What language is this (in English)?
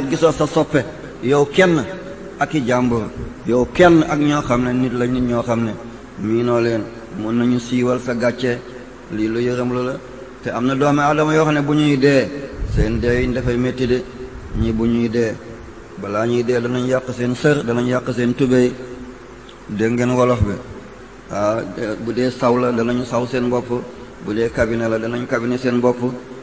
Wolof